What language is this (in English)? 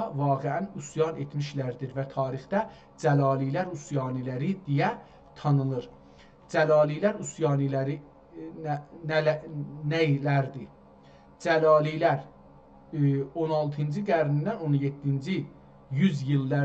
South Azerbaijani